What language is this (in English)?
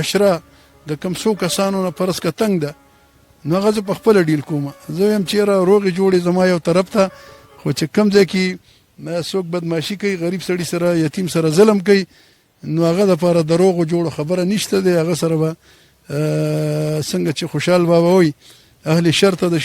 Pashto